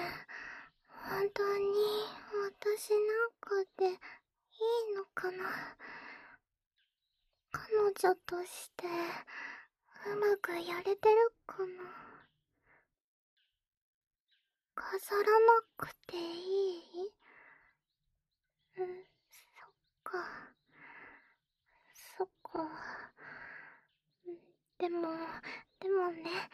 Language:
Japanese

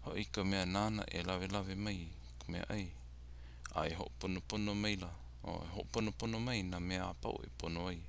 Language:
Hawaiian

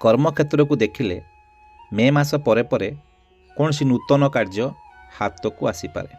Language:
Odia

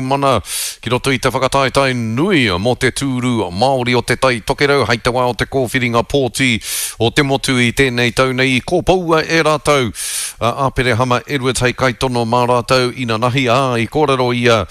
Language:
Māori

